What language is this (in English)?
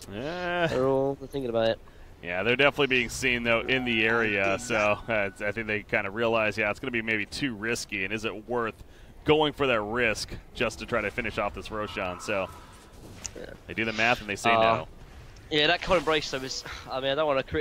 English